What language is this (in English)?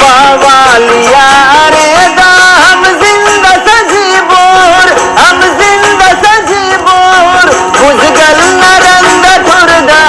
Brahui